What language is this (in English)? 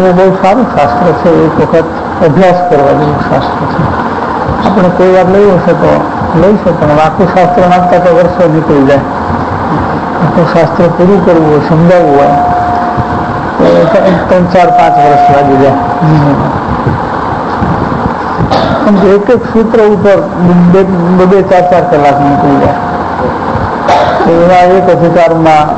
Gujarati